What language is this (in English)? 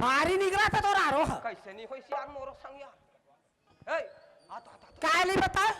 Chhattisgarhi